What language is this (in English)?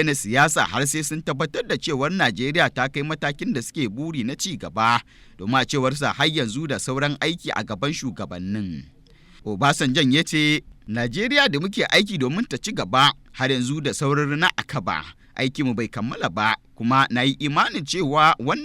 Hausa